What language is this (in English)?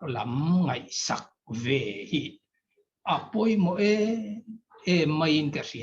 Mizo